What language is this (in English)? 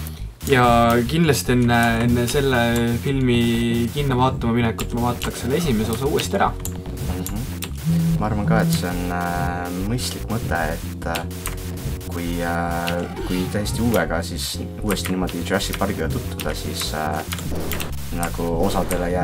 Estonian